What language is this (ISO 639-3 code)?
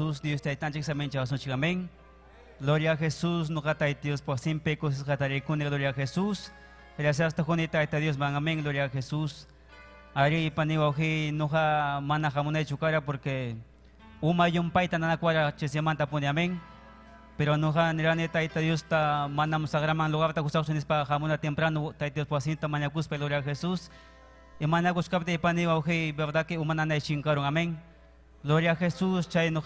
quy